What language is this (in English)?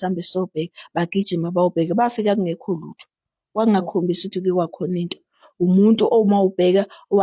Zulu